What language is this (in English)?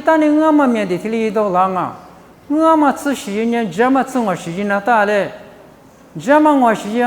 Lisu